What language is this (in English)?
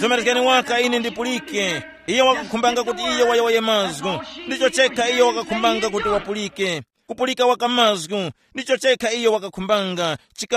Tumbuka